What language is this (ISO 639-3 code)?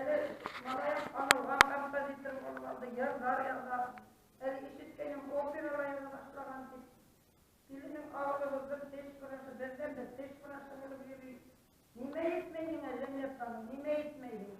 bak